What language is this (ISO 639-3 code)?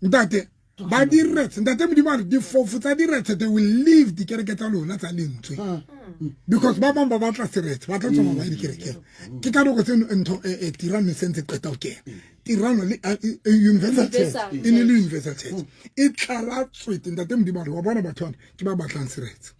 sot